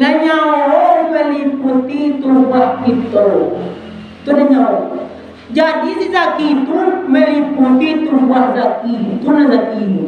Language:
Minangkabau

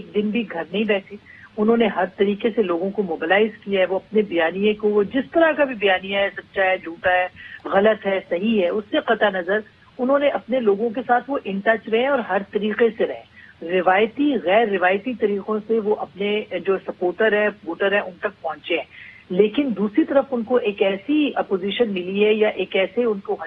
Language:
Urdu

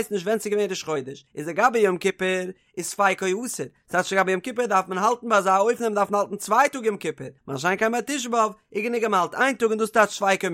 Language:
Yiddish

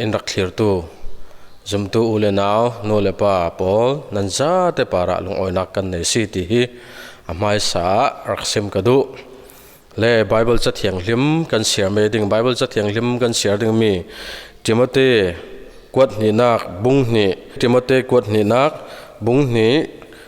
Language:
Falam Chin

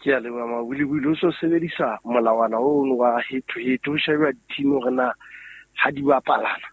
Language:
Southern Sotho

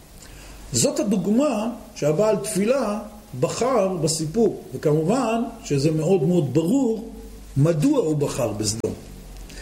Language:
Hebrew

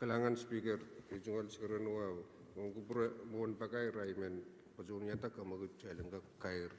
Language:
Pohnpeian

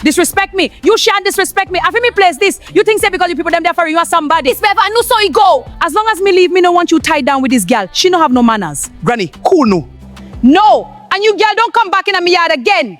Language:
Jamaican Creole English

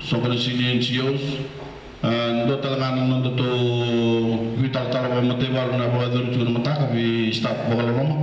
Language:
Fijian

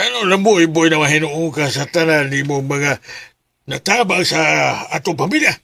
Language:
Cebuano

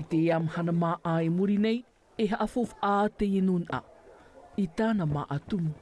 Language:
Tahitian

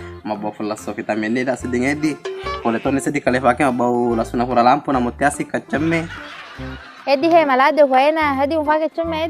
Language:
Buginese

